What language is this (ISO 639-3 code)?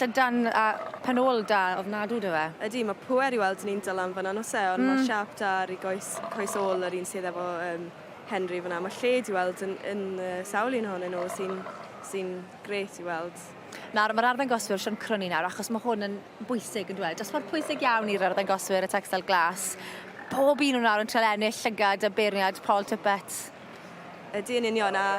cym